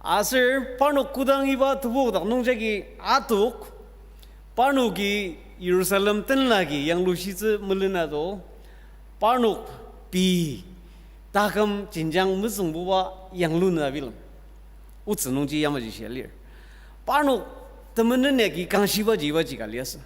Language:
Ao Naga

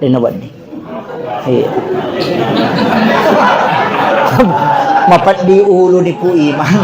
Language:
Buginese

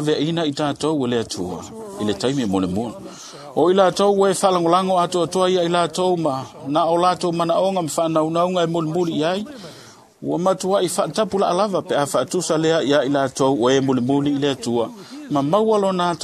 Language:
Samoan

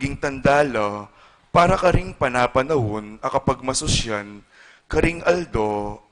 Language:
Pampanga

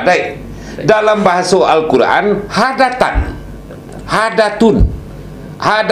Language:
Minangkabau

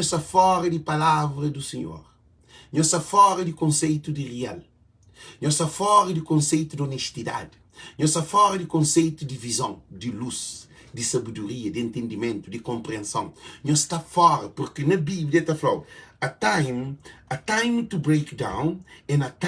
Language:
Kabuverdianu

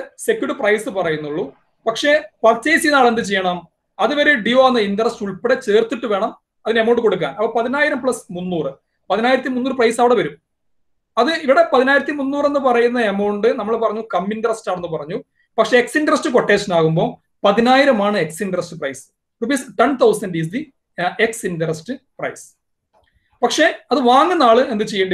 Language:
Malayalam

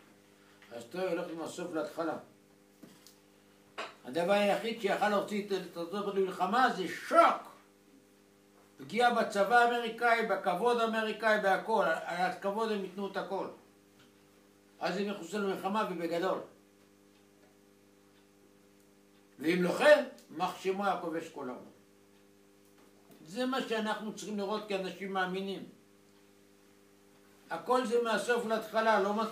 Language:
Hebrew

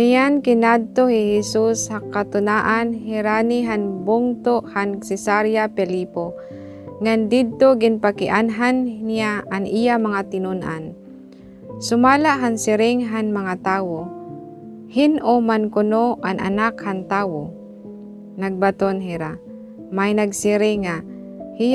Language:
Waray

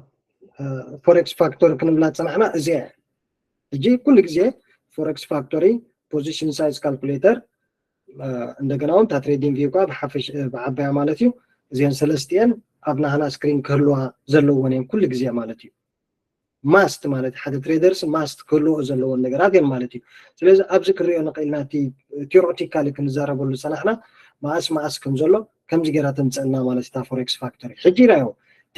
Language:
Tigrinya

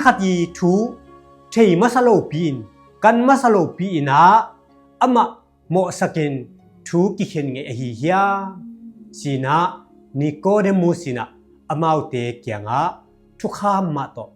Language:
Tedim Chin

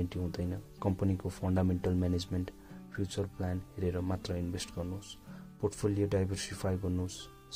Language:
Nepali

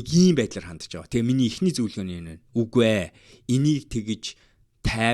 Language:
Mongolian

